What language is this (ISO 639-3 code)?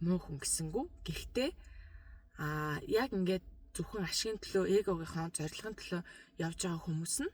mon